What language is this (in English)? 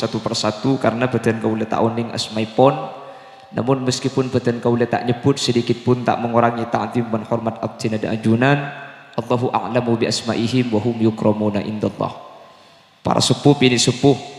Madurese